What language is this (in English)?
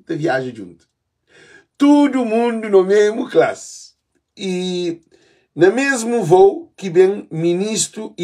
Kabuverdianu